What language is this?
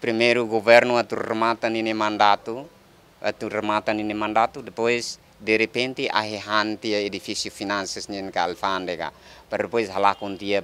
Tetum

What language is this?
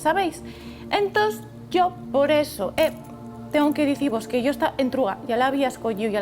Asturian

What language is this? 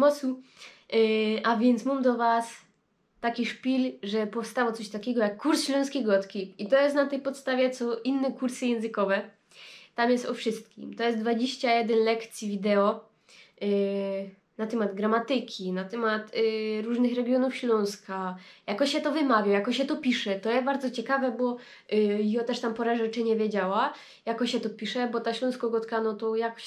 Silesian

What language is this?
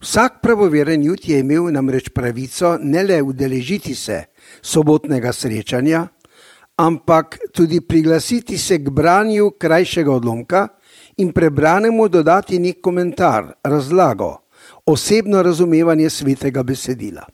Slovenian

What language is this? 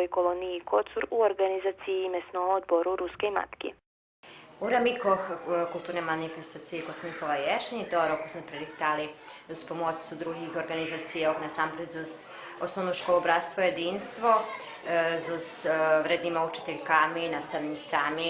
Rusyn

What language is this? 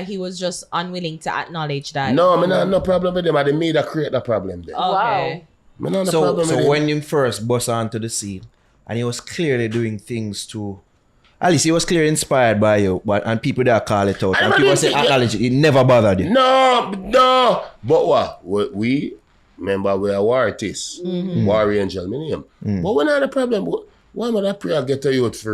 Jamaican Creole English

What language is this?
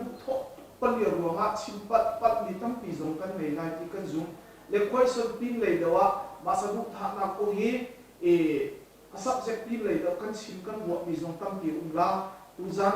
Hakha Chin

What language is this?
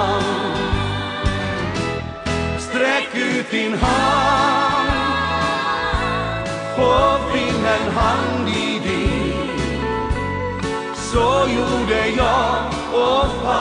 Swedish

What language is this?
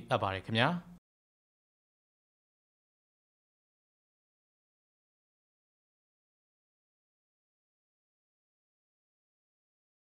Burmese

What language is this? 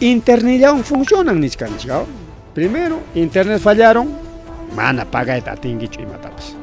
Ayacucho Quechua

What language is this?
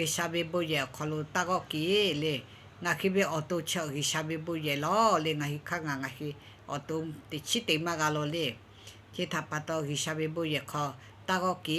Lahu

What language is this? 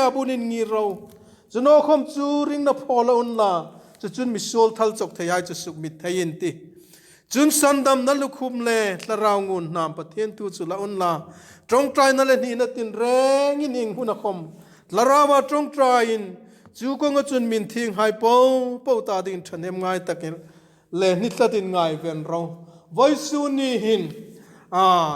Hmar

